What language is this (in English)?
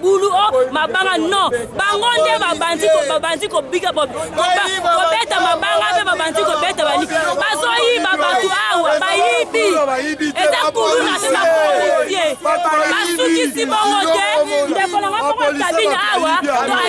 Lingala